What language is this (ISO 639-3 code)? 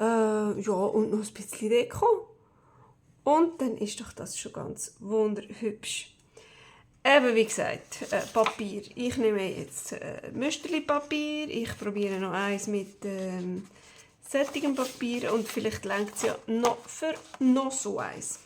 gsw